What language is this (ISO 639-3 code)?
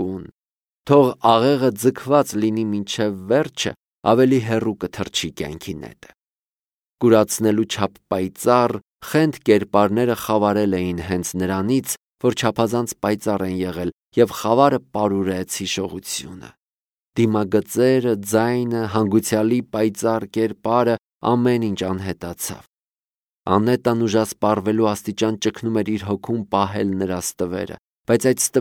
hye